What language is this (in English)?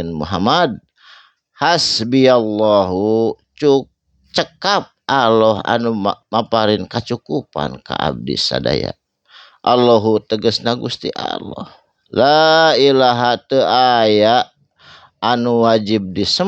Sundanese